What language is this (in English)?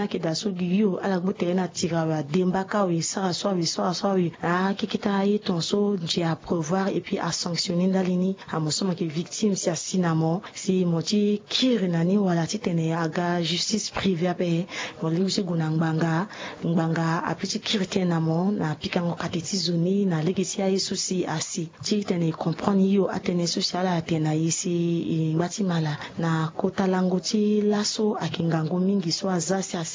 Sango